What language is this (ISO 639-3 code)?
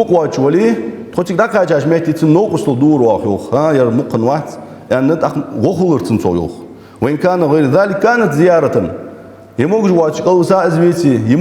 inh